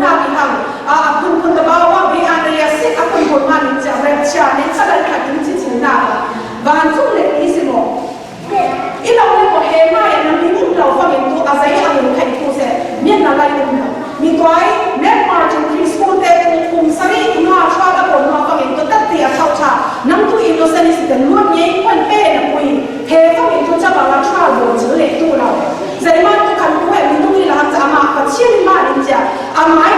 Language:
Falam Chin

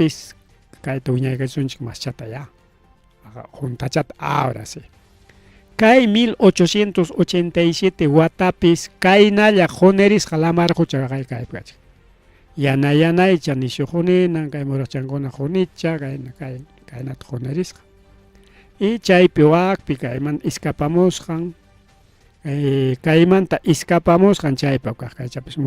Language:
Ayacucho Quechua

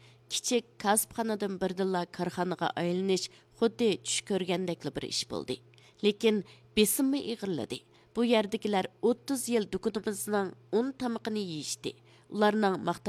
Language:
Uyghur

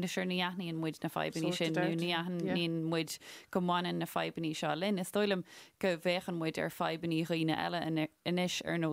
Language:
Irish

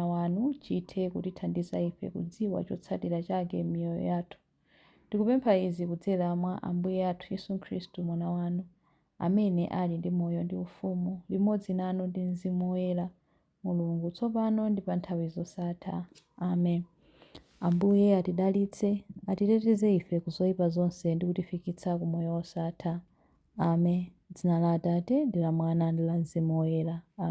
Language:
Nyanja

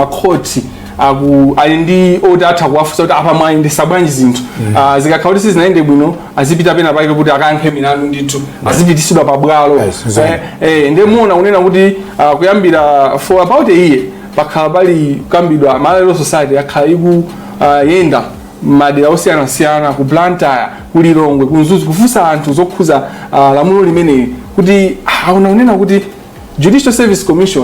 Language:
Nyanja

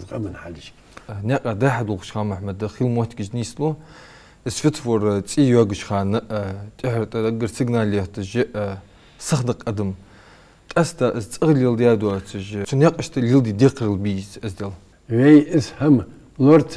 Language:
Ingush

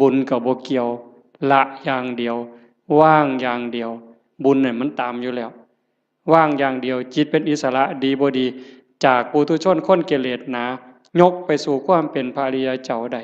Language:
Northeastern Thai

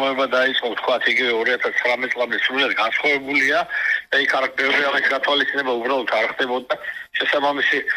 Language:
Georgian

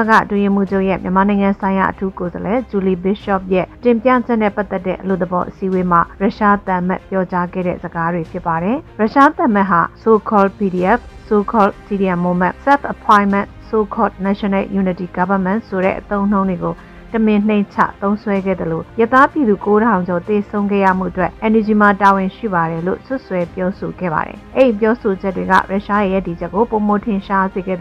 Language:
Burmese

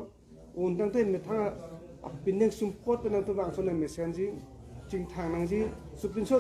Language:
Karbi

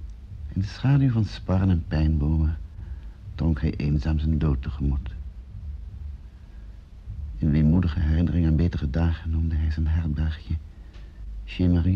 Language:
Dutch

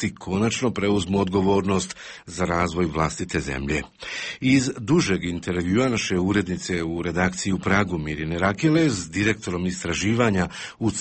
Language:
Croatian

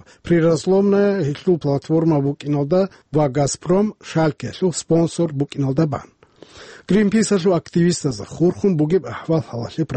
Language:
Avaric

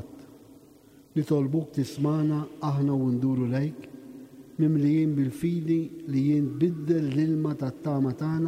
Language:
Maltese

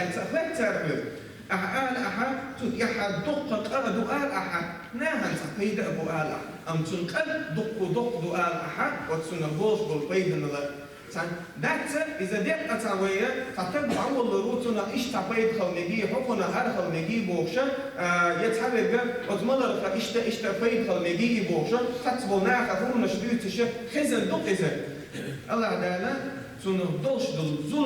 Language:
Chechen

